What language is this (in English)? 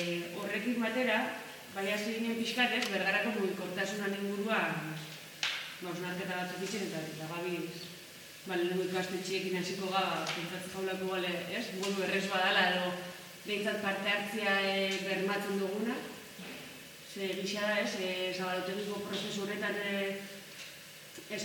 Basque